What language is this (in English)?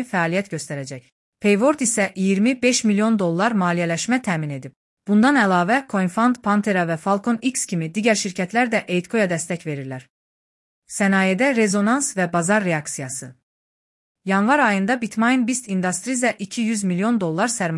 Azerbaijani